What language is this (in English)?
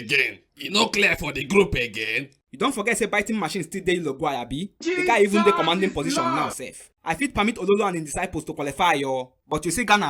Nigerian Pidgin